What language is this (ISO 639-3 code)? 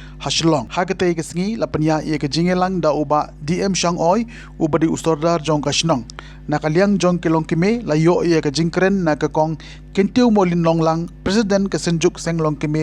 kha